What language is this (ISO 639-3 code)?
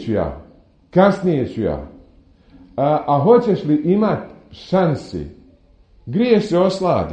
bos